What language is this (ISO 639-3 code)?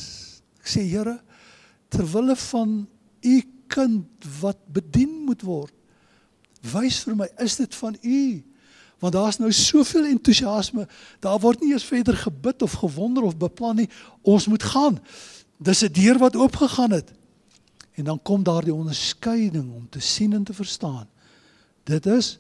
afr